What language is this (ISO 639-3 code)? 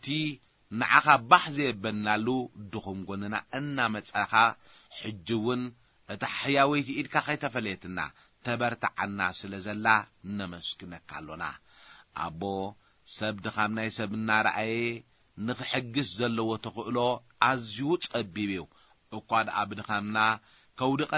tir